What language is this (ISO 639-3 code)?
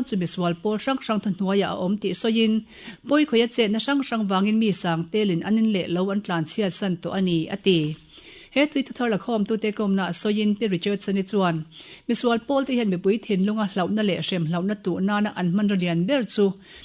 lus